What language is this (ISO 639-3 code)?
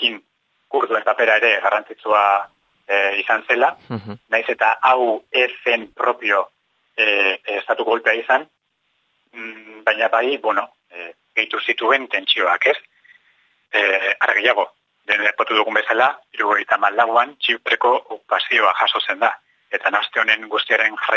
eus